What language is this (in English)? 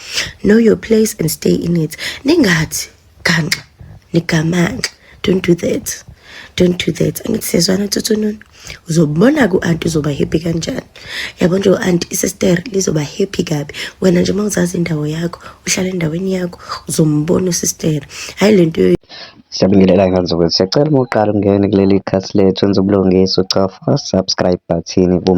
Zulu